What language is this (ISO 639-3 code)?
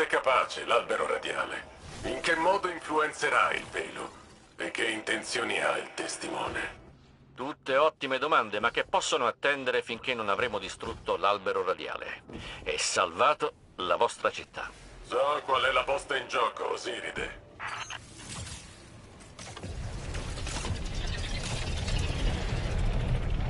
ita